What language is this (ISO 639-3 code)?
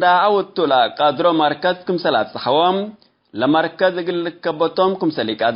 tig